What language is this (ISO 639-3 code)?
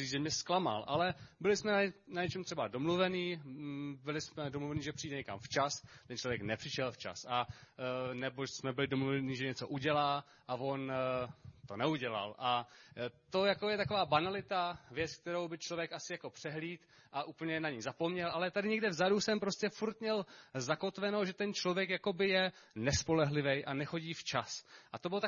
ces